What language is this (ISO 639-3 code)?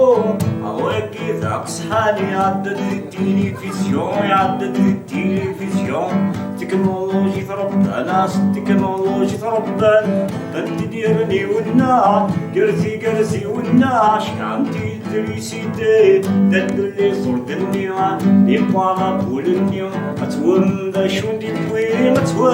kab